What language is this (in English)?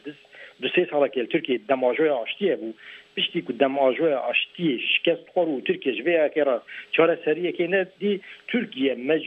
Kurdish